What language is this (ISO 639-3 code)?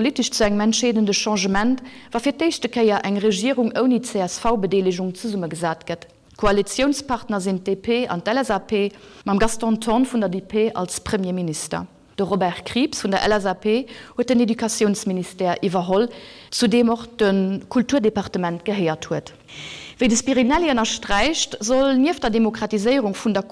ltz